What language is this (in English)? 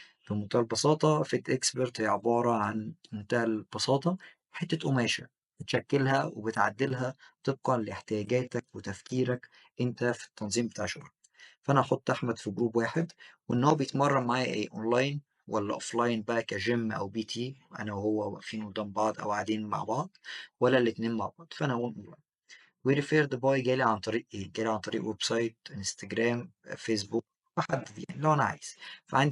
Egyptian Arabic